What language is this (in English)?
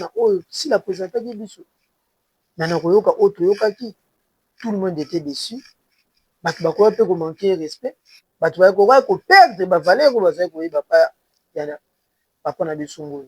Lingala